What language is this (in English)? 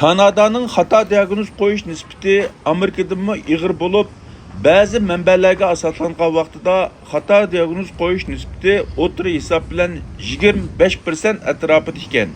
Uyghur